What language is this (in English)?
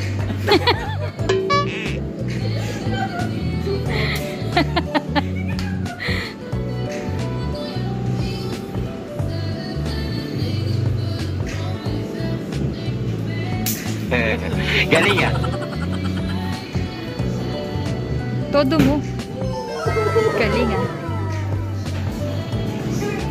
Filipino